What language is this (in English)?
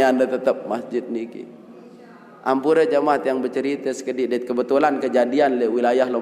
Sasak